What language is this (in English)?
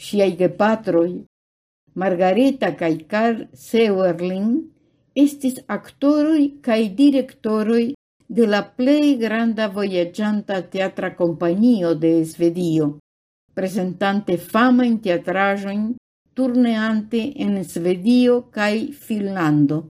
Esperanto